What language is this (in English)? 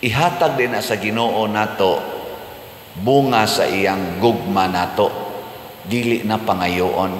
Cebuano